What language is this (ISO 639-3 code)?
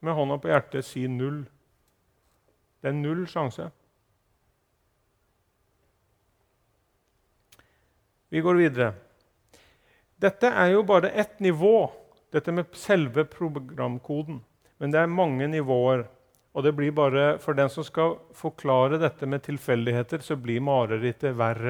nor